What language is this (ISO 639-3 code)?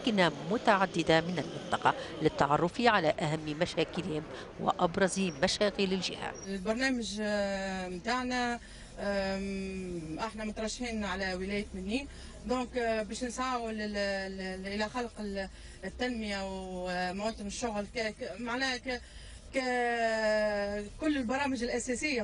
aeb